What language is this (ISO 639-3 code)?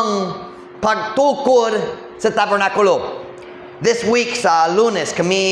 ceb